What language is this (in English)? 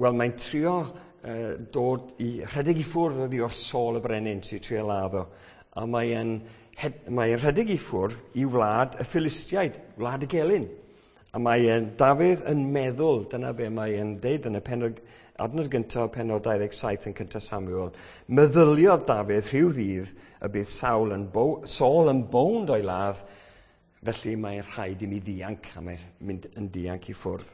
Welsh